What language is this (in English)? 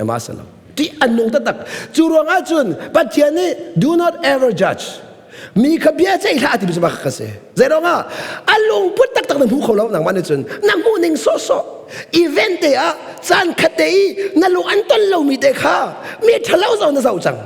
Hakha Chin